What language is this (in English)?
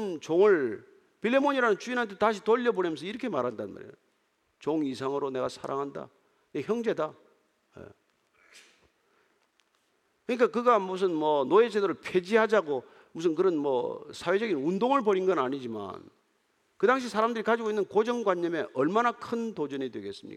Korean